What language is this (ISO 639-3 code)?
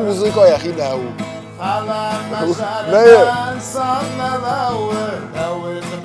oss